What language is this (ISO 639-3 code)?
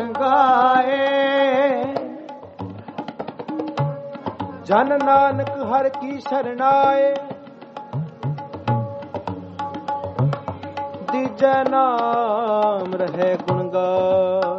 pan